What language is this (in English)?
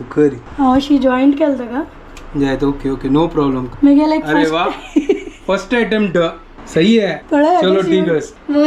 Konkani